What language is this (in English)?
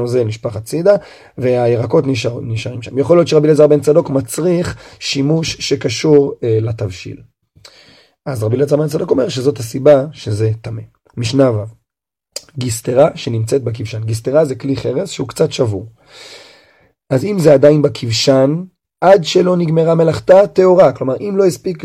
Hebrew